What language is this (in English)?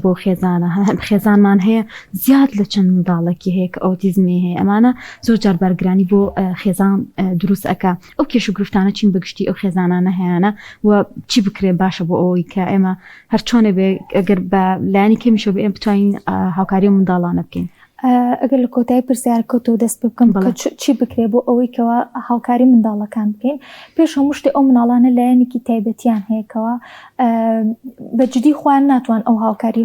Central Kurdish